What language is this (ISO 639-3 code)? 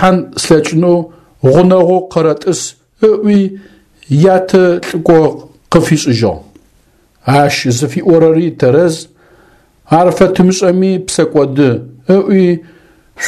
ady